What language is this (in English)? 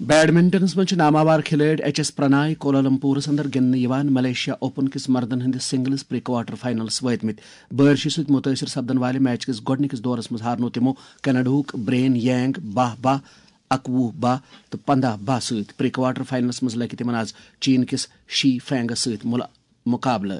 Kashmiri